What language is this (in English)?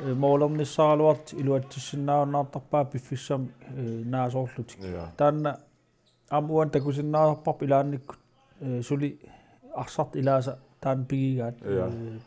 Kalaallisut